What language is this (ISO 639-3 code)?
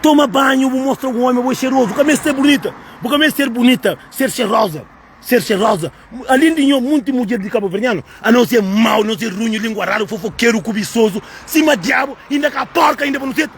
kea